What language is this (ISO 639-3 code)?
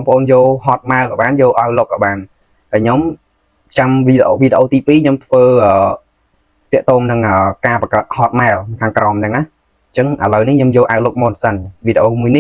khm